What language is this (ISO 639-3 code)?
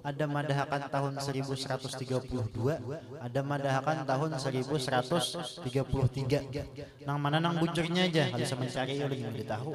bjn